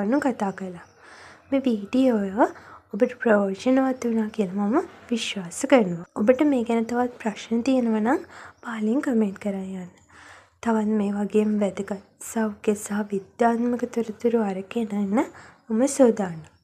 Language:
Sinhala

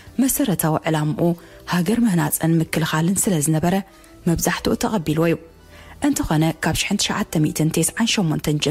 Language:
Tigrinya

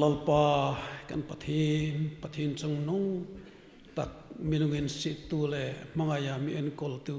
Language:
Hmar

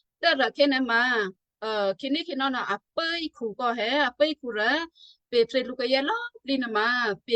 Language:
Western Kayah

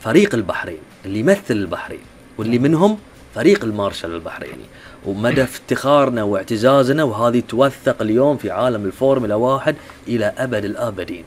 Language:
Gulf Arabic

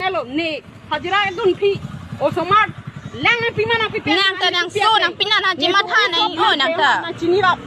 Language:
Karbi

